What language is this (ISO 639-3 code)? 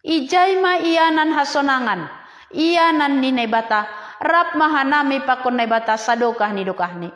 bts